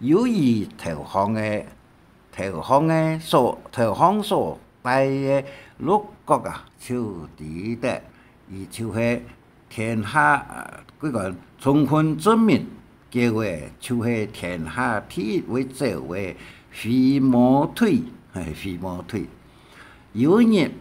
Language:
Hakka Chinese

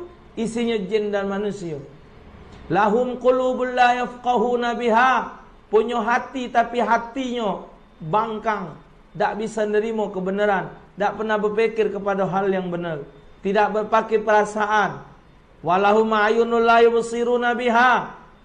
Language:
Musi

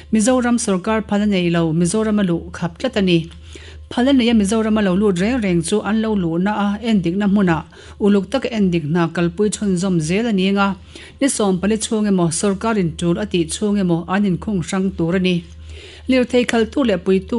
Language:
Mizo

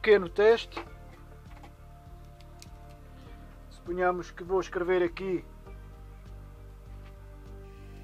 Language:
Portuguese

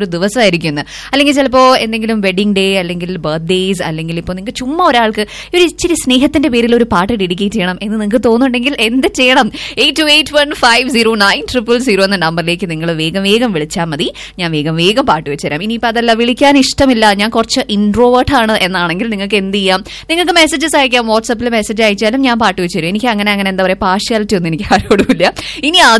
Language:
Malayalam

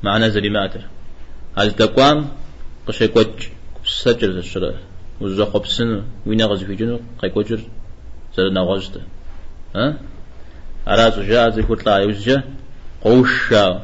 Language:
Kabardian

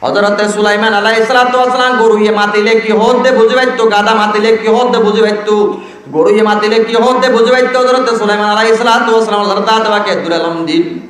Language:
Rohingya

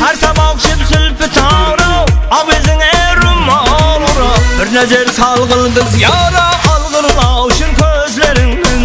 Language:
Kara-Kalpak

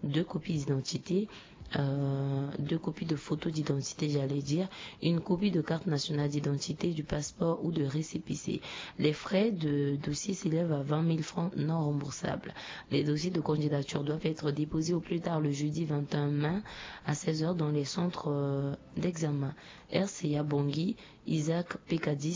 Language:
French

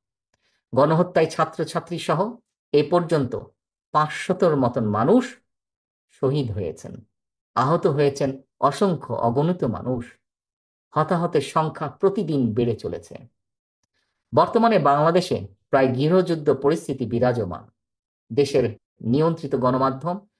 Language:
Bangla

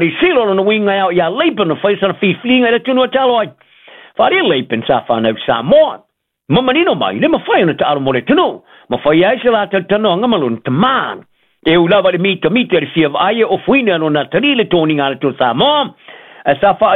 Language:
Samoan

